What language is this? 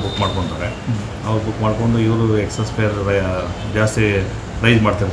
Kannada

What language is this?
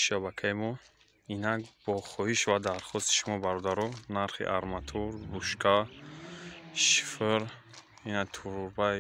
Tajik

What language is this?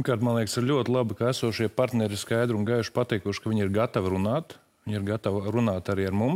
Latvian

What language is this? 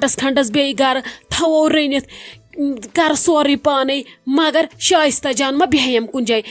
Kashmiri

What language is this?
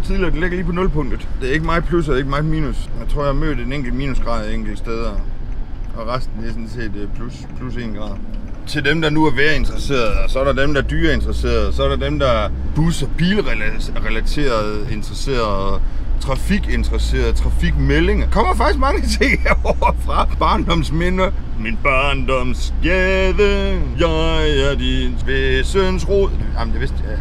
Danish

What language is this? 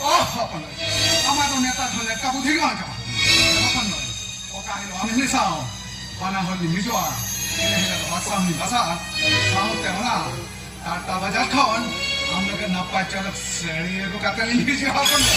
Santali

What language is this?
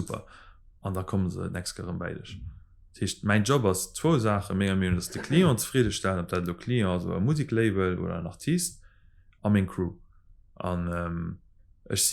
Luxembourgish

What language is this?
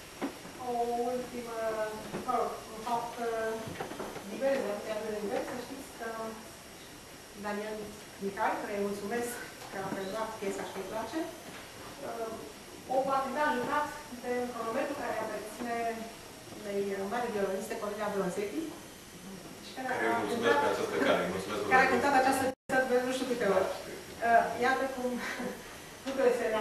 Romanian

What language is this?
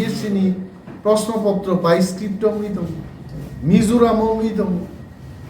Kok Borok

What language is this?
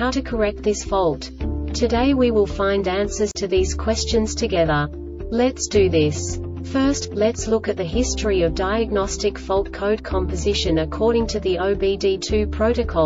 English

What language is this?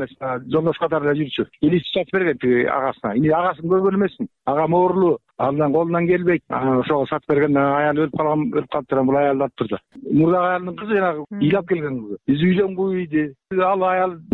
Kyrgyz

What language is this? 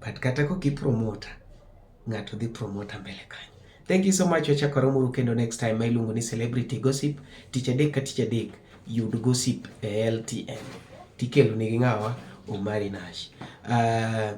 Luo (Kenya and Tanzania)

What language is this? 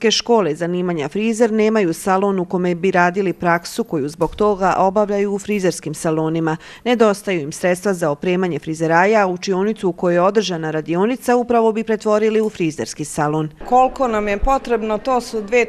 Bosnian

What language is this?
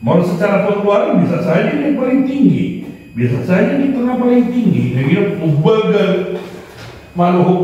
Batak Toba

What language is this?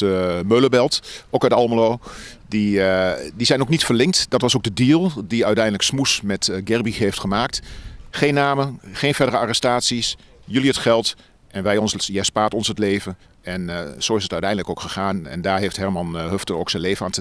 Dutch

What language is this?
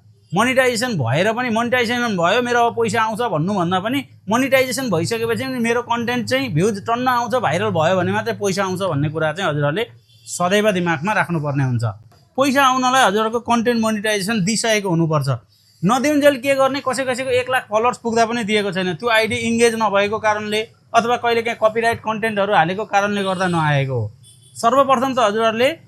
Nepali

